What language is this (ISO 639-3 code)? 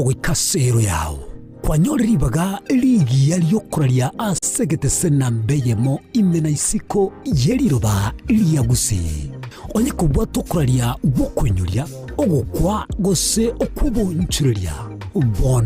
guz